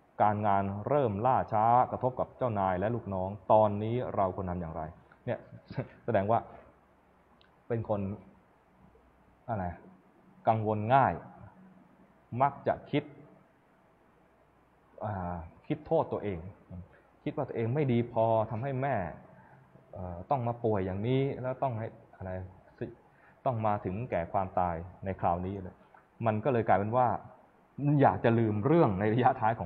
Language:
Thai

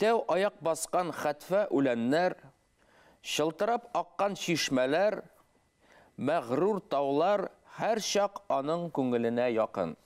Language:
Bashkir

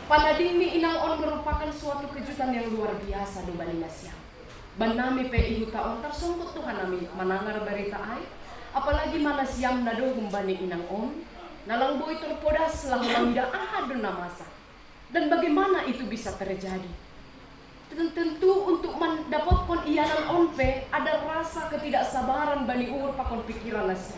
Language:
Batak Simalungun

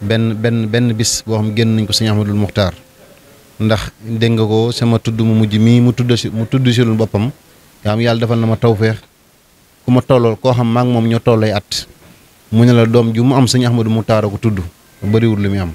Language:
Wolof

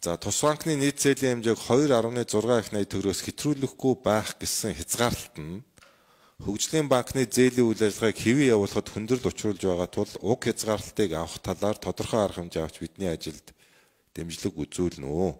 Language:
Mongolian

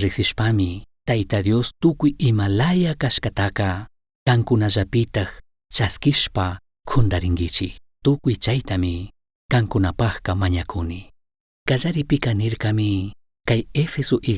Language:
Chimborazo Highland Quichua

